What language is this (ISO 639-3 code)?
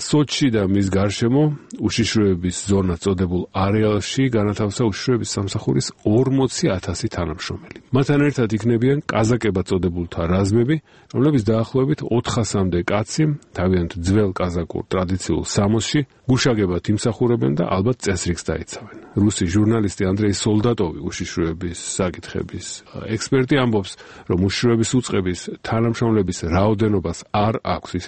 kat